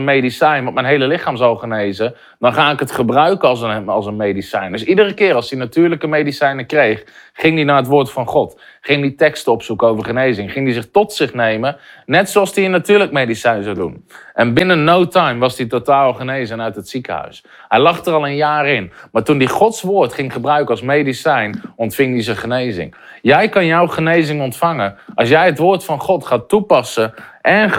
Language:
Dutch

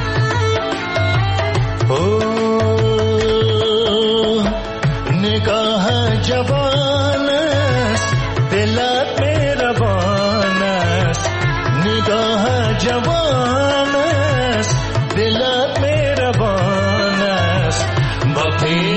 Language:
Persian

